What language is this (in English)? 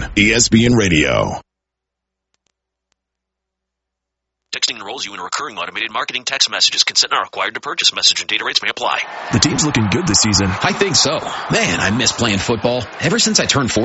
English